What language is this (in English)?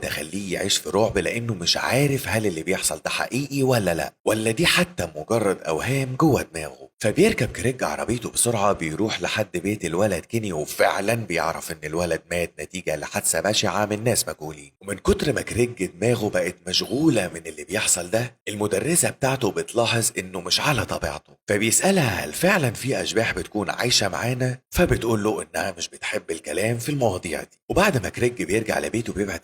Egyptian Arabic